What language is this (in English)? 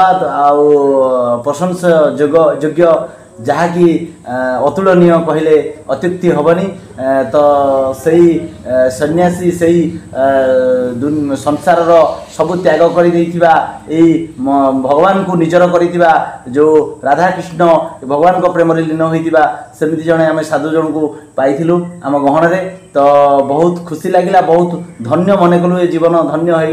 Odia